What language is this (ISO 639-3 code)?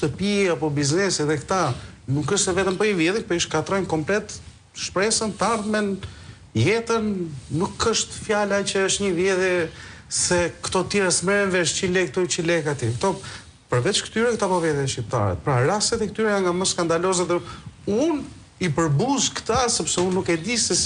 sqi